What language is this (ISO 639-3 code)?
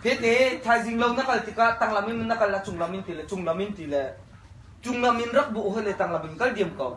cnh